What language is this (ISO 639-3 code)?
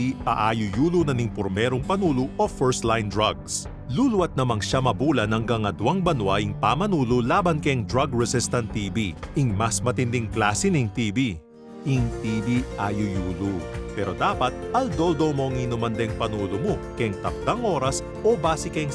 pam